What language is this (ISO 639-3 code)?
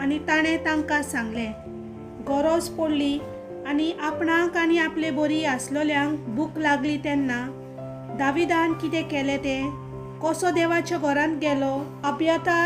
kok